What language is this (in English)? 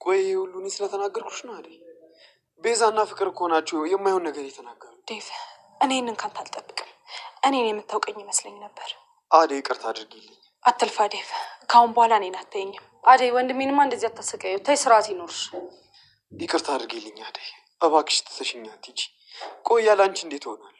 Amharic